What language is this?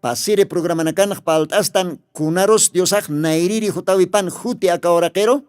Aymara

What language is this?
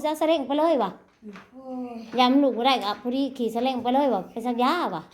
Northeastern Thai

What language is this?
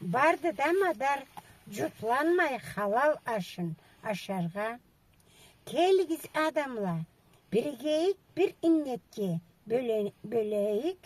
Karachay-Balkar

